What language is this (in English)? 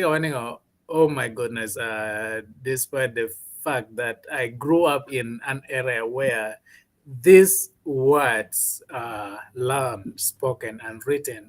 Acoli